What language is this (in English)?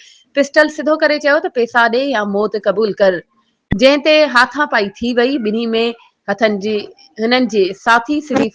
Sindhi